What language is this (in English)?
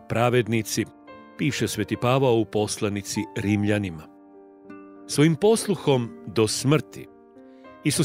Croatian